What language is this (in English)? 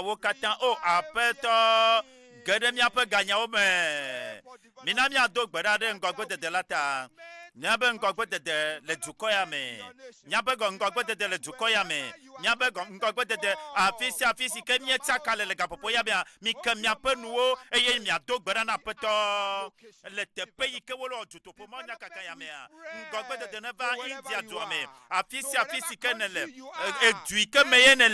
Ewe